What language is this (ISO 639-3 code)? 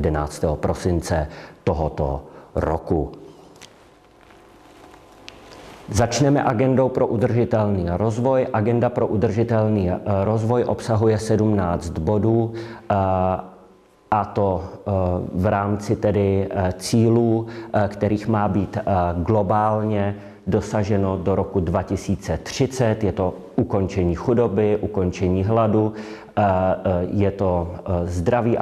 ces